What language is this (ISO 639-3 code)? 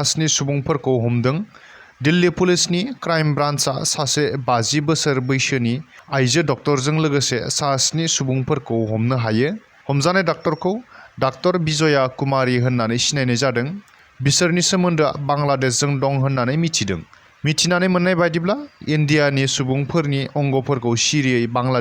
brx